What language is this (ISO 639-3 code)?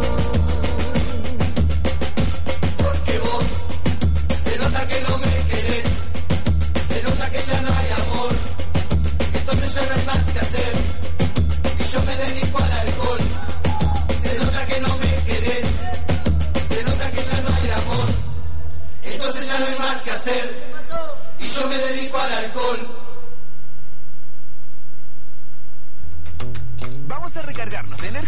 spa